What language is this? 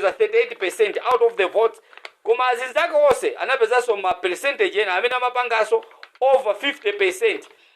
Nyanja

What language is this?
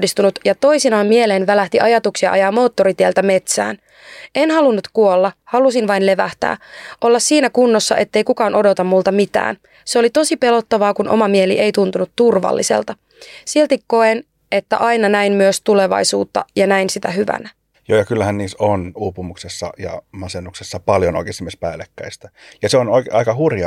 Finnish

